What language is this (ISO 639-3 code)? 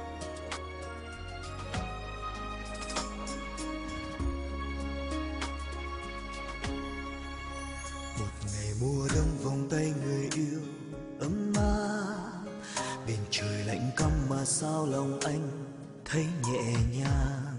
vie